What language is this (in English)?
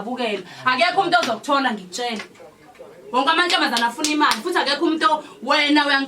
Zulu